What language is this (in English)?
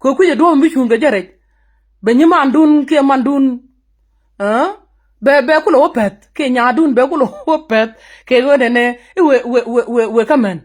Nuer